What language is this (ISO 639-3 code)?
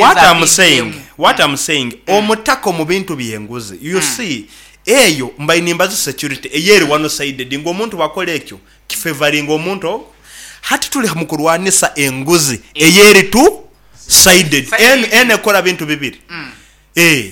nyn